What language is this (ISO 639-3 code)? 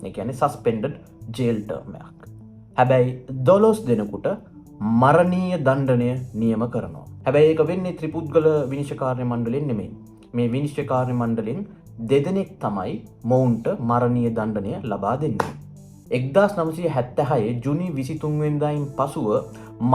sin